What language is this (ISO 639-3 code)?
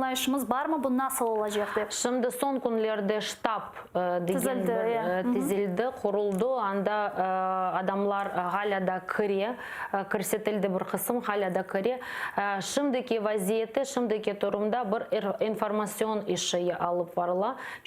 crh